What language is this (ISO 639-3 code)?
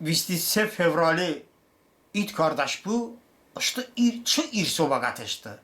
tly